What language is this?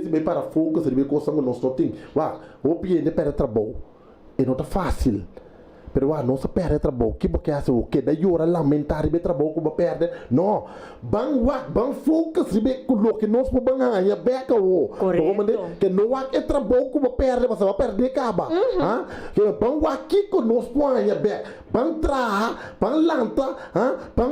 Papiamento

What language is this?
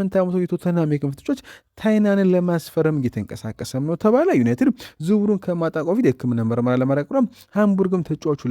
Amharic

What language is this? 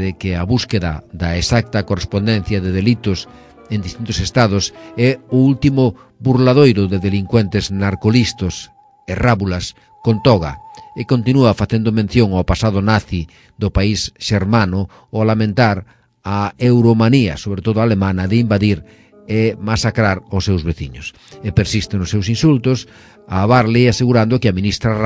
Galician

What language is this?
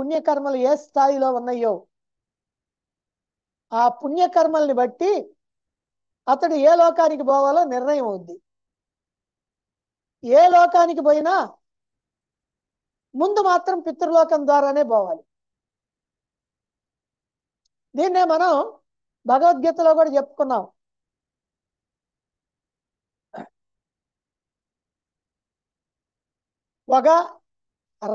Telugu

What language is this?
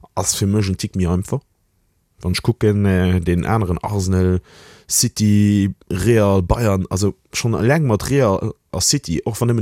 Luxembourgish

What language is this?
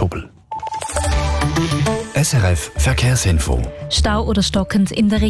German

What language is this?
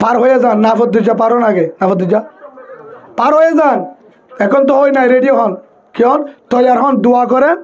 Rohingya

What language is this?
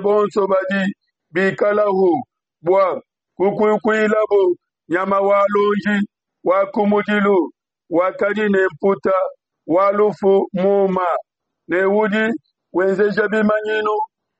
Luba-Lulua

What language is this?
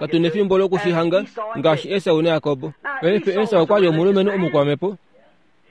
Kuanyama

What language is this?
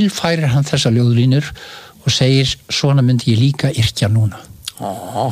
Icelandic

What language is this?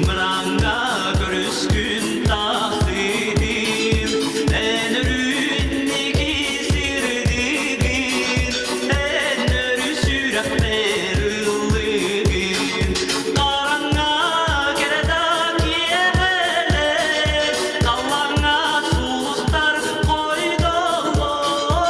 Yakut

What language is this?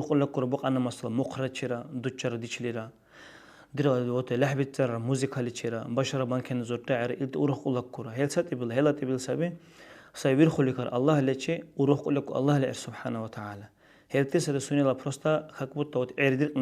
Dargwa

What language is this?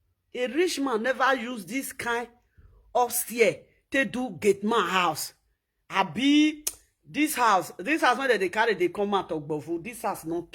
Nigerian Pidgin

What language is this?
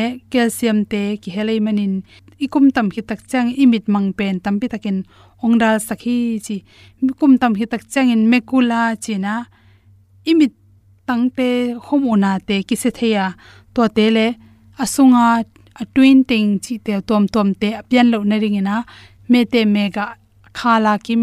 Tedim Chin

